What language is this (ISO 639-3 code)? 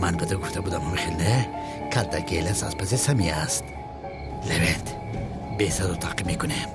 tgk